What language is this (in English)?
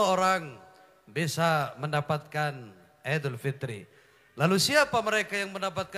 Indonesian